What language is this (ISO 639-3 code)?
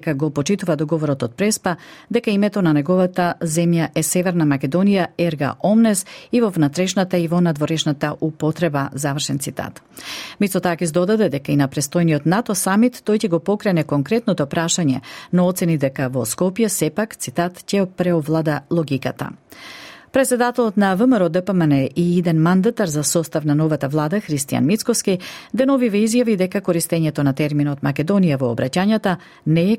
mkd